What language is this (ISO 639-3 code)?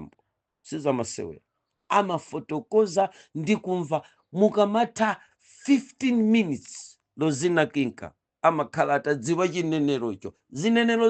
nya